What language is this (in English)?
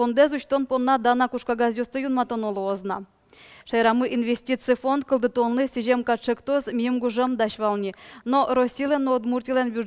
Udmurt